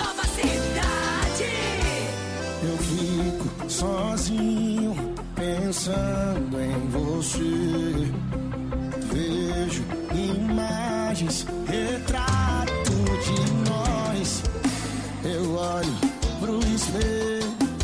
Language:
Portuguese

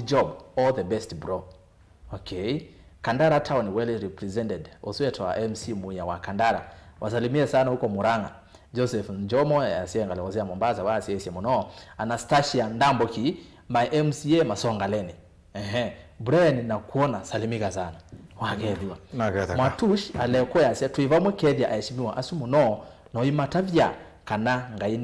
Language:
Kamba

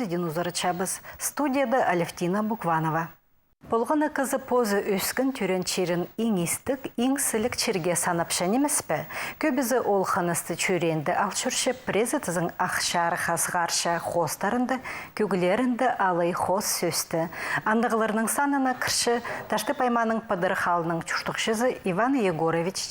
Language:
Khakas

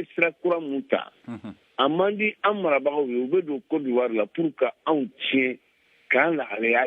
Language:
Bambara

